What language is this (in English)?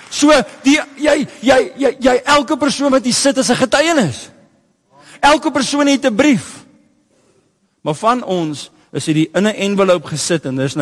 Afrikaans